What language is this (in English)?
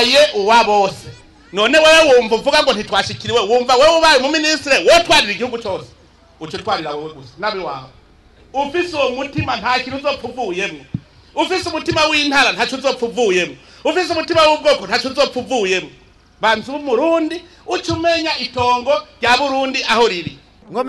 Rundi